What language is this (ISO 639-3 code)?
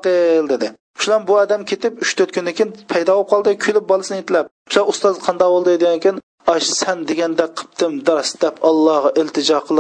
uig